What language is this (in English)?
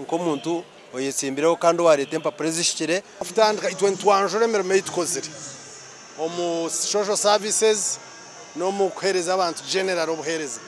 Nyankole